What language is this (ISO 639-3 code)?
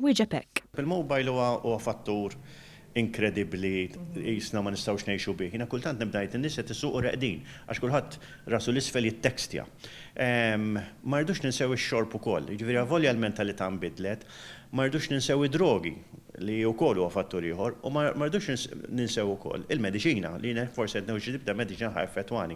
mlt